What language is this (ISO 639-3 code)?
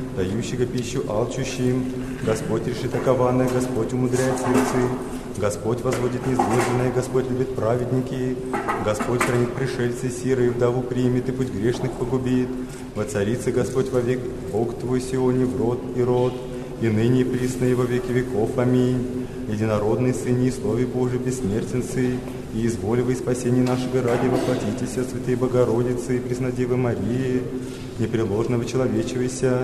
chu